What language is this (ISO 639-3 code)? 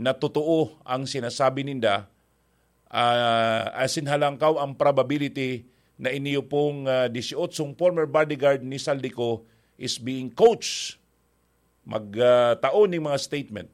bik